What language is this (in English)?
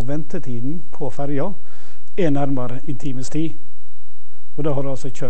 Norwegian